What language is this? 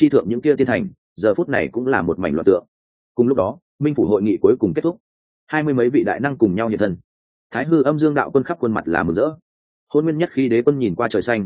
Vietnamese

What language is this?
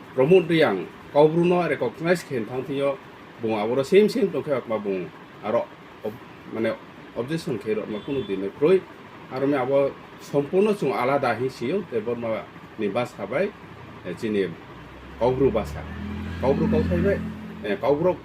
Riang (India)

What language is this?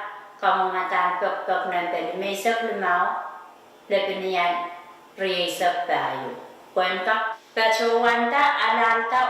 Pohnpeian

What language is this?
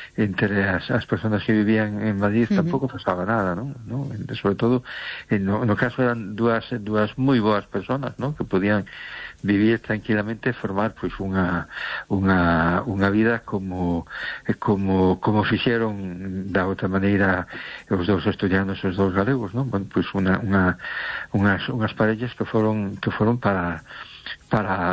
Galician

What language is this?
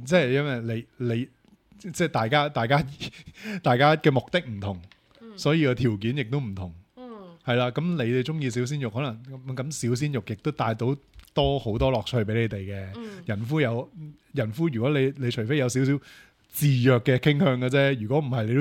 Cantonese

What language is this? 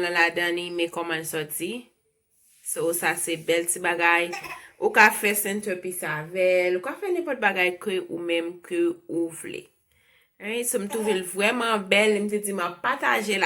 Haitian Creole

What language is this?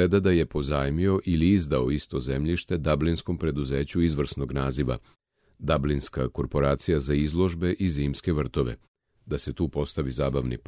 Serbian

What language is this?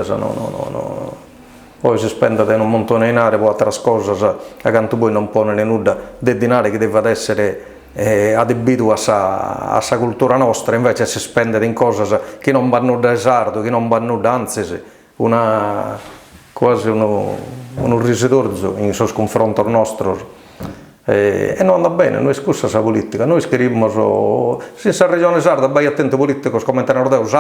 Sardinian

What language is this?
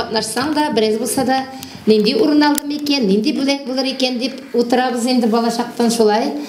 Tatar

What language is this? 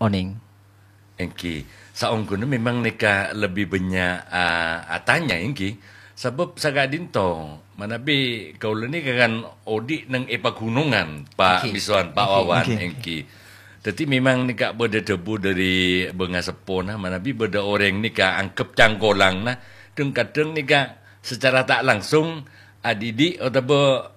Madurese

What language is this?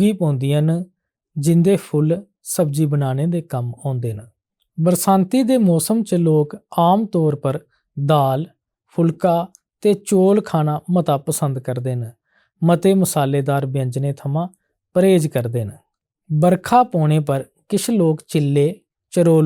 Dogri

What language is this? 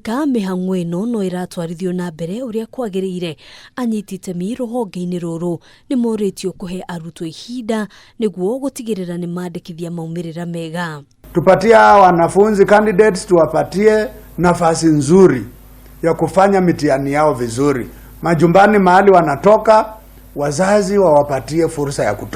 Kikuyu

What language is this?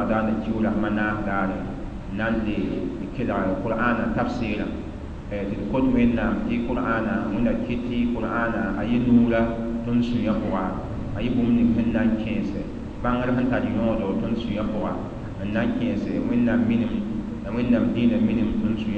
Mossi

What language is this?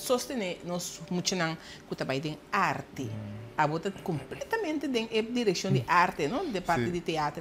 Papiamento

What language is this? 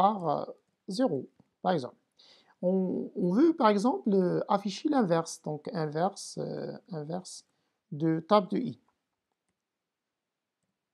French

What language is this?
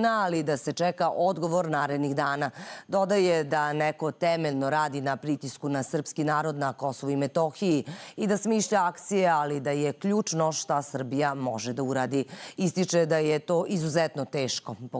Serbian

